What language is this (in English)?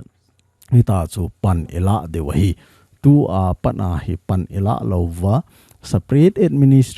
Thado Chin